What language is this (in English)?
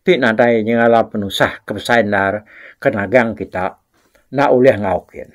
Iban